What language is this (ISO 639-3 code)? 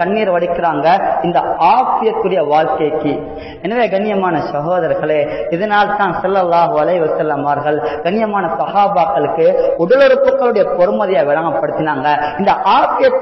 tam